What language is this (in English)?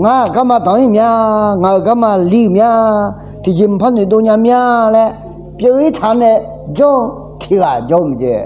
Akha